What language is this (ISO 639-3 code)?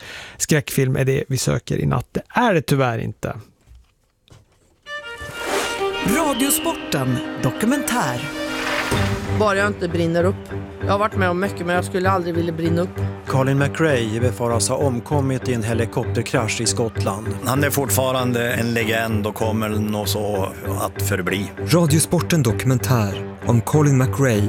swe